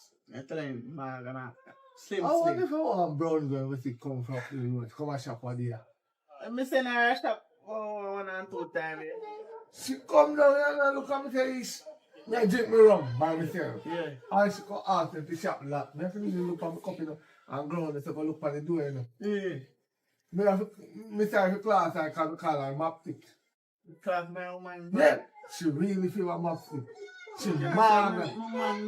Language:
Jamaican Creole English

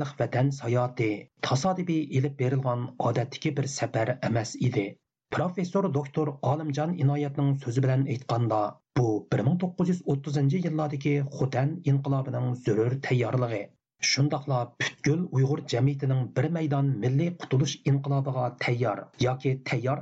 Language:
Uyghur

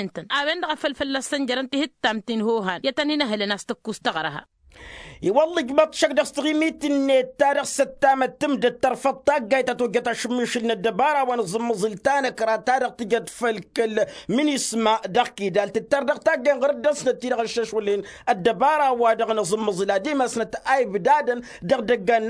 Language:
Tamasheq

